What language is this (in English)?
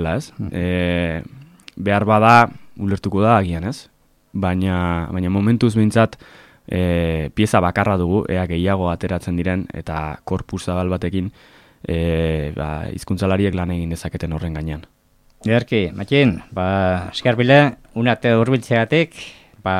Basque